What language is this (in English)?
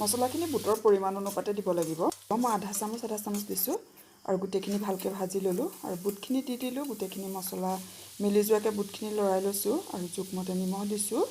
Assamese